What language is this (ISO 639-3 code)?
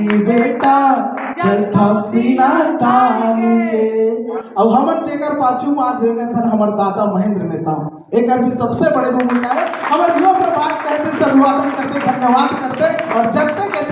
hne